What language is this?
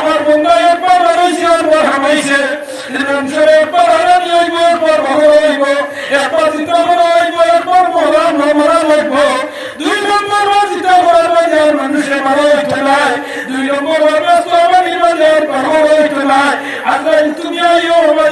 Sylheti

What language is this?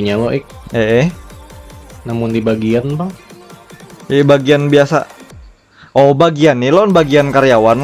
Banjar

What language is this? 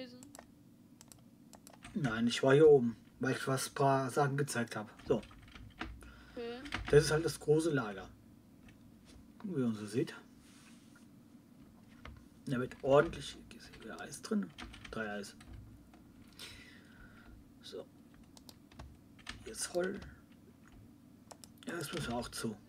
German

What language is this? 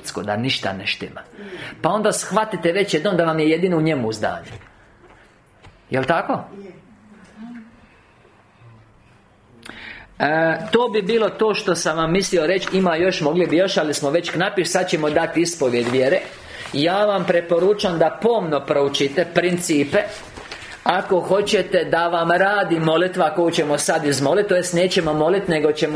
Croatian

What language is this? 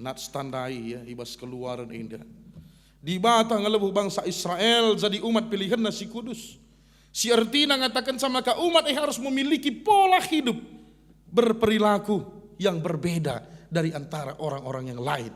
Batak Karo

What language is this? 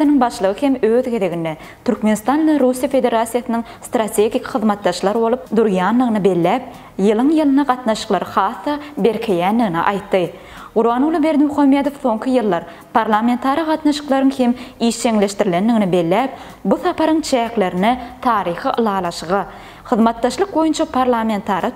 Turkmen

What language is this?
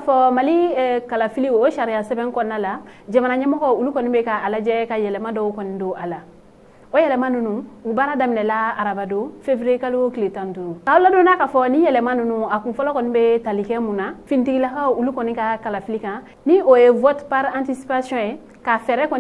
Bambara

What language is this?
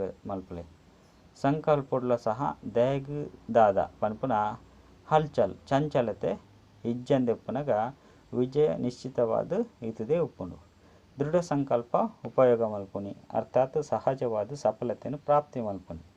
Tulu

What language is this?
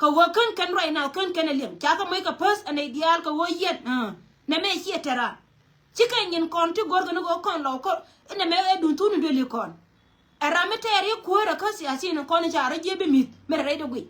Nuer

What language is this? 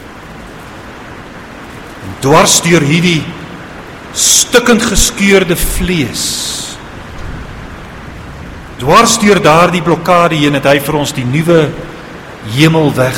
Afrikaans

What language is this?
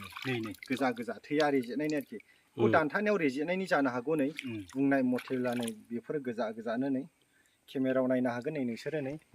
Bodo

